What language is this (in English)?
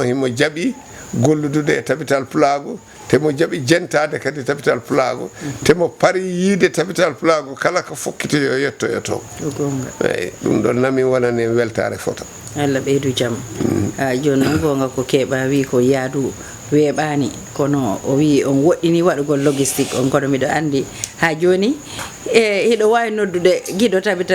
Fula